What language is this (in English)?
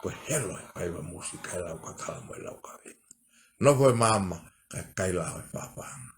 Tongan